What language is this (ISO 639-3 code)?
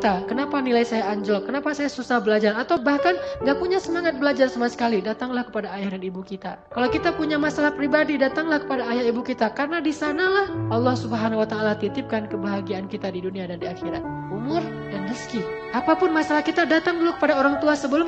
ind